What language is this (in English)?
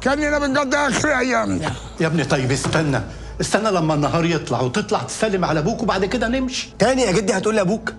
Egyptian Arabic